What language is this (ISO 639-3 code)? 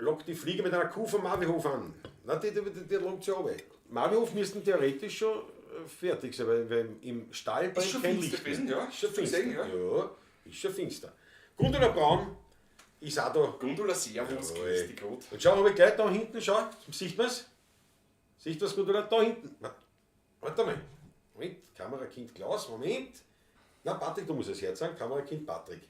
bar